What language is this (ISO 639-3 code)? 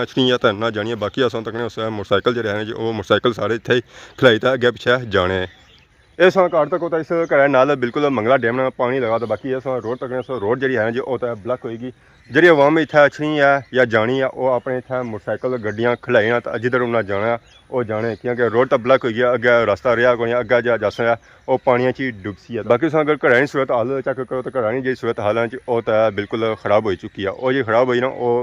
phr